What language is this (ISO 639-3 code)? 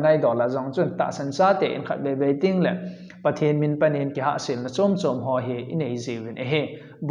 tcz